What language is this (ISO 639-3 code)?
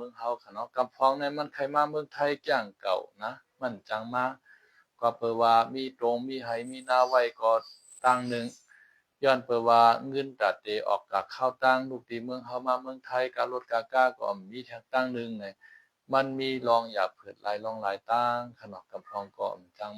shn